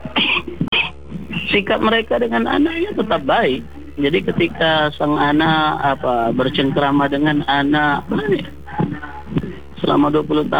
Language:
Indonesian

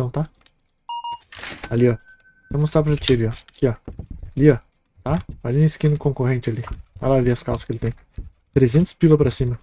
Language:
Portuguese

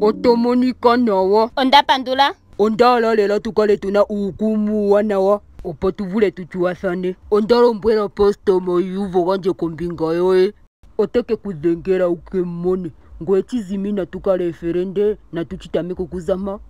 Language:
Ndonga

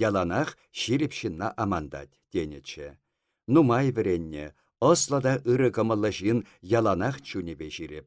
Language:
Chuvash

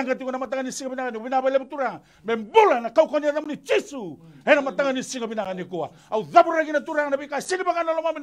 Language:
Fijian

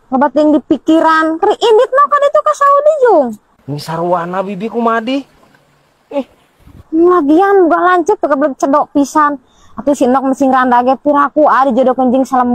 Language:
Sundanese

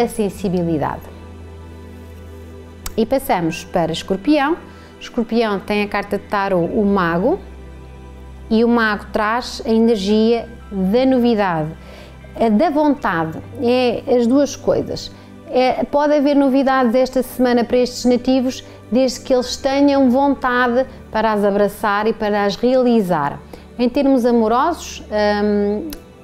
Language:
Portuguese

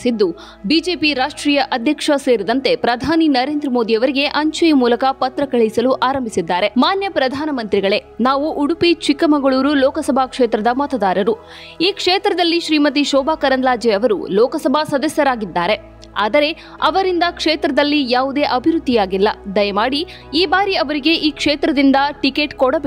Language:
Kannada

